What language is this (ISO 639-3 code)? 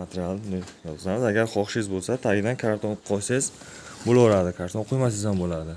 uzb